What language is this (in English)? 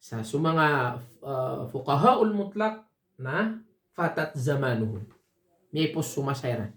Maranao